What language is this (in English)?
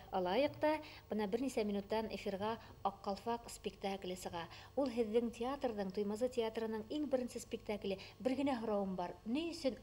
Bashkir